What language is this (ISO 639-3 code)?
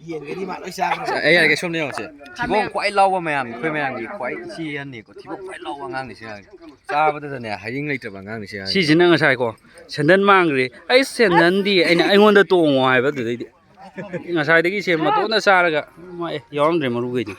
mni